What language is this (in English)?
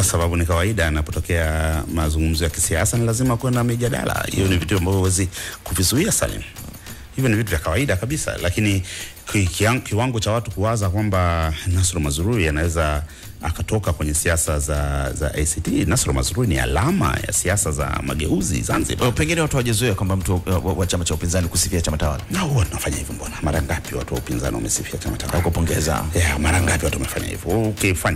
Swahili